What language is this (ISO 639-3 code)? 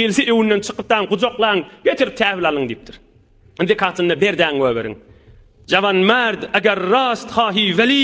tuk